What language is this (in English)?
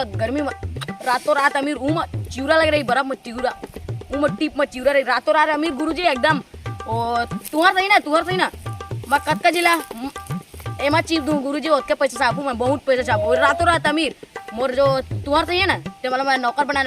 Chhattisgarhi